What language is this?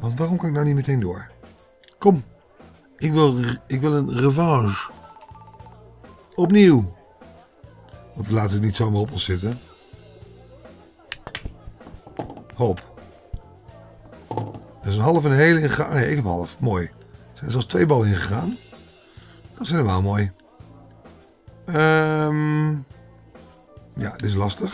Dutch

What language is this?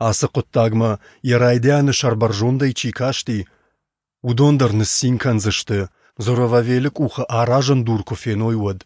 Ossetic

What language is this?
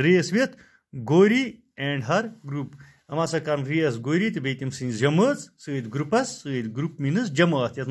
Kashmiri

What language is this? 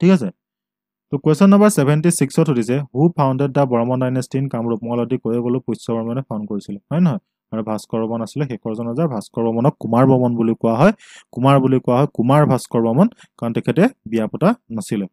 Assamese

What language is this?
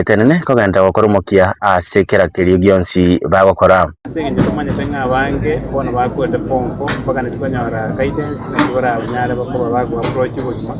Gusii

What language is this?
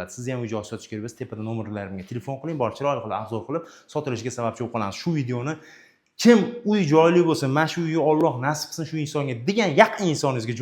Uzbek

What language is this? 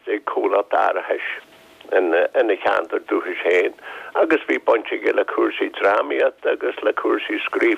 Irish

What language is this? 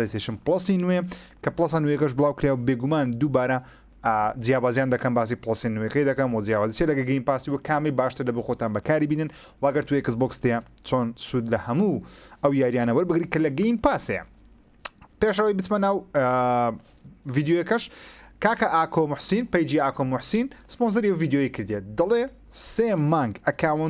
Central Kurdish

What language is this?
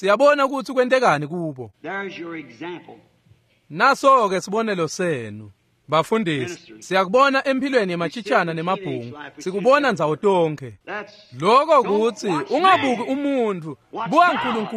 Swati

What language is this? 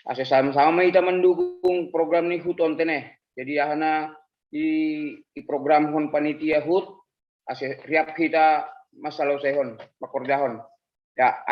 Batak Simalungun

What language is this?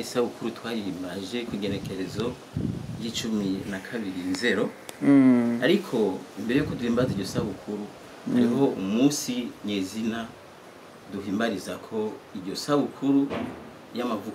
Rundi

